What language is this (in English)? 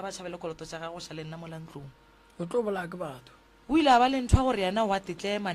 Northern Sotho